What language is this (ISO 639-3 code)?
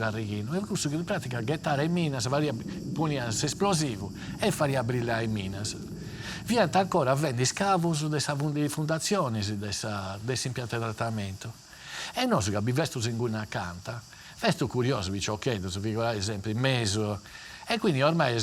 srd